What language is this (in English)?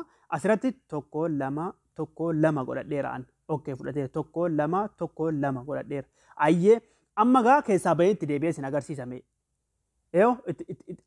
Oromo